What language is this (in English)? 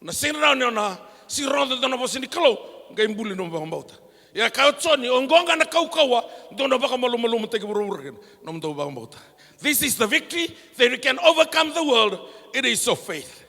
Fijian